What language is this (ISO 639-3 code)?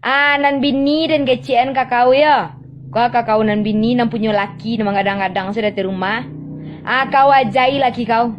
min